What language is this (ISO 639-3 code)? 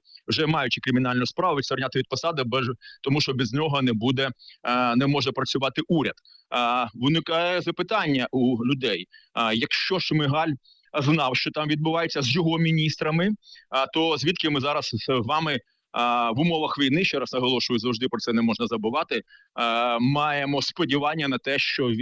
ukr